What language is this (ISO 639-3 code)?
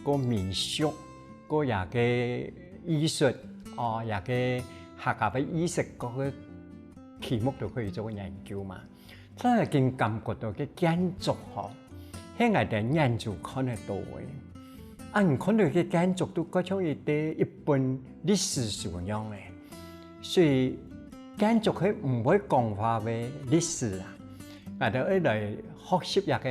hak